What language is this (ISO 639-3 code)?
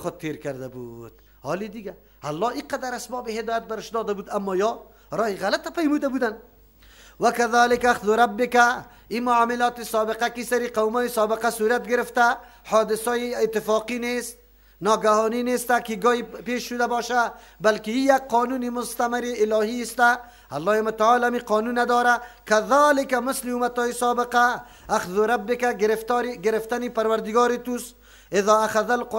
fas